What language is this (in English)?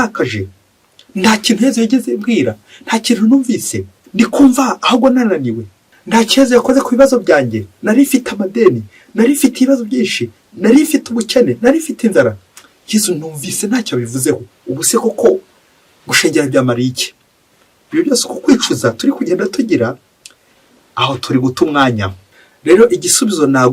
Kinyarwanda